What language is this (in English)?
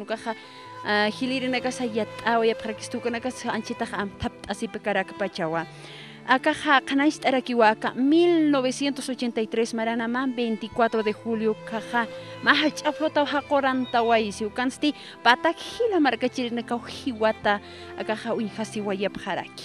Aymara